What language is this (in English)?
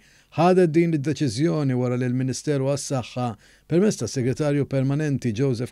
Maltese